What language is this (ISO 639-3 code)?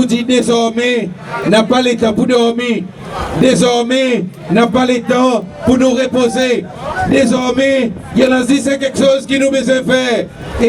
crs